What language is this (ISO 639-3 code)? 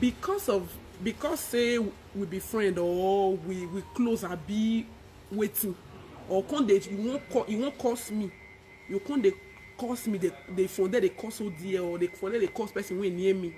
pcm